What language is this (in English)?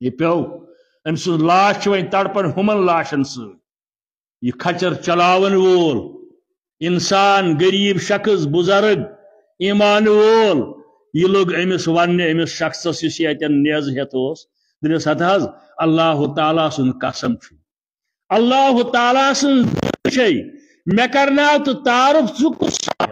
Kashmiri